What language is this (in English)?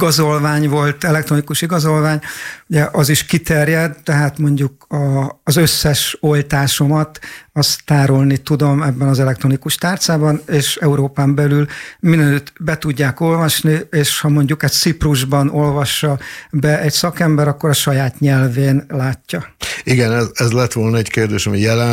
Hungarian